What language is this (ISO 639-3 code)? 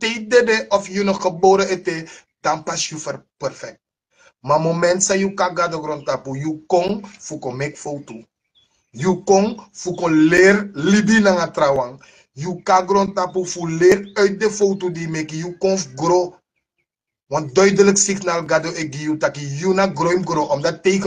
srn